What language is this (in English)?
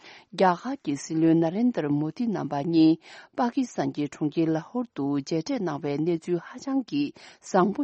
Tibetan